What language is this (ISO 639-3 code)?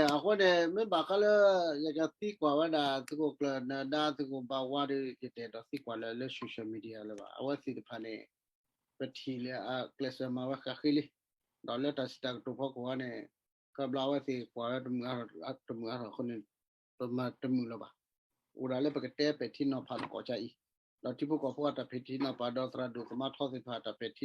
ksw